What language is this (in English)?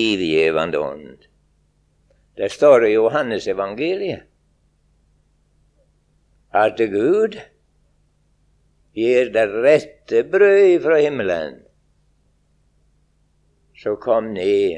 Norwegian